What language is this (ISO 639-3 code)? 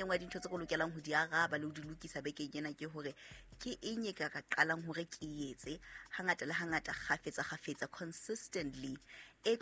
sot